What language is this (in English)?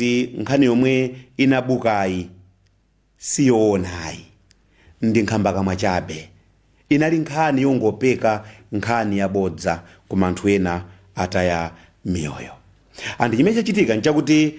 Nyanja